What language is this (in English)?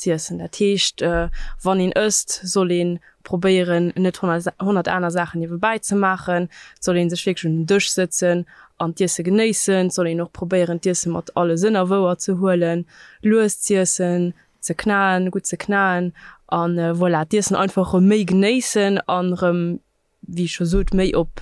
Luxembourgish